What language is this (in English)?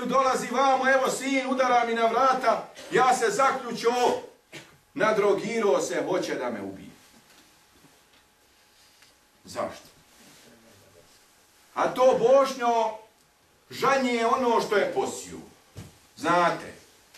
Bosnian